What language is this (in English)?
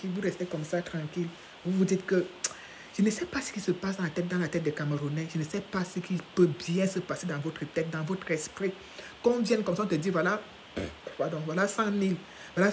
French